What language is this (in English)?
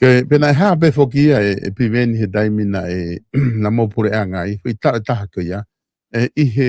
Tongan